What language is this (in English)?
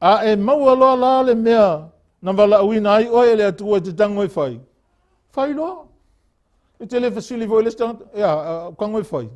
Samoan